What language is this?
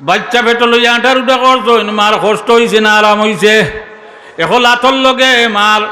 Sylheti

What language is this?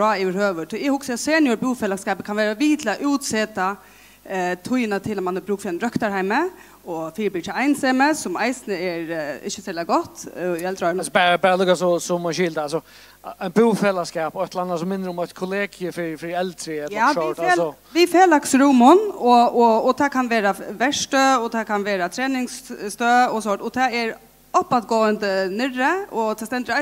Faroese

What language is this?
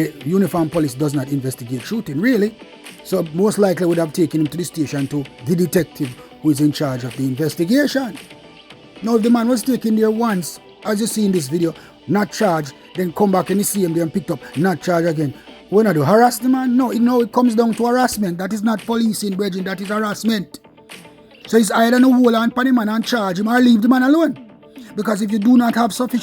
Jamaican Creole English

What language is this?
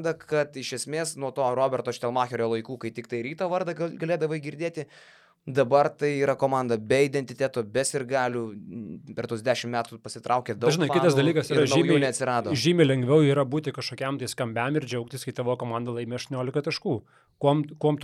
Lithuanian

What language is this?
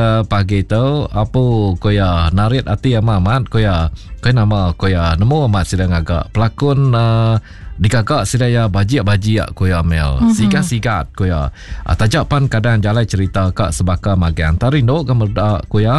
Iban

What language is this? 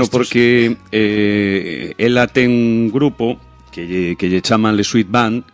Galician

